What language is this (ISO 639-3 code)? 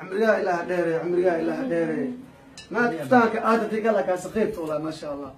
som